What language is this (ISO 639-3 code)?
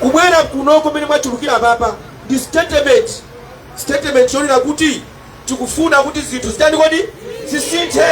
nya